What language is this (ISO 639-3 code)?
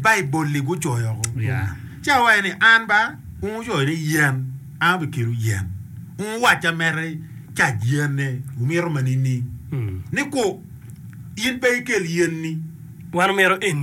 ach